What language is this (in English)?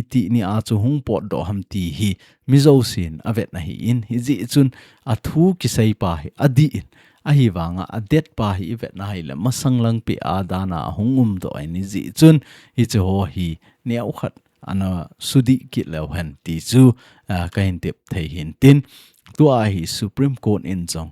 Thado Chin